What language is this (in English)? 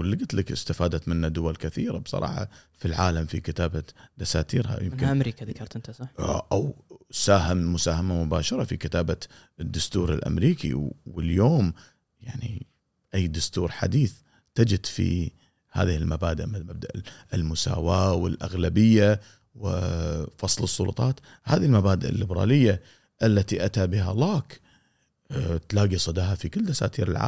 Gulf Arabic